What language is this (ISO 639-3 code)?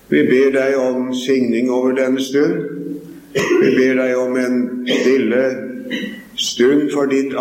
nor